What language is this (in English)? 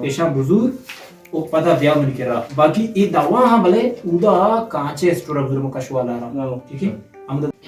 Baluchi